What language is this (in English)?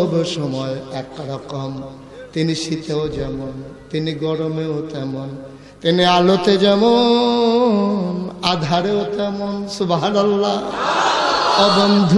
Bangla